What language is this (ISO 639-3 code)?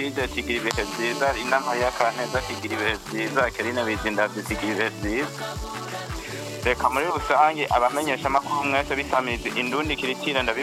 run